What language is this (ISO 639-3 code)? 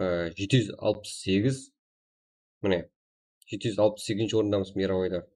kaa